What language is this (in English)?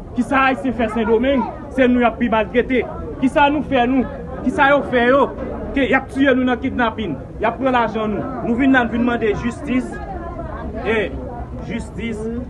Haitian Creole